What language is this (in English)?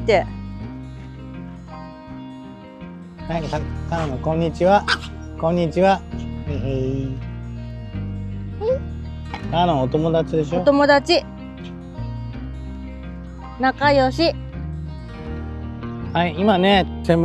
Japanese